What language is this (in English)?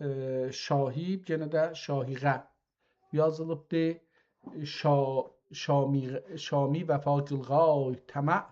South Azerbaijani